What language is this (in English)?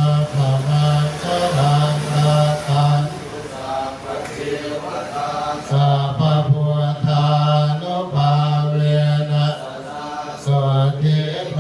Pali